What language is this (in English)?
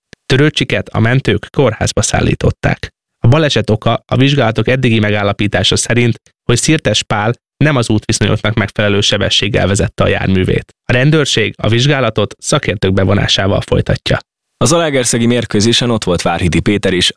Hungarian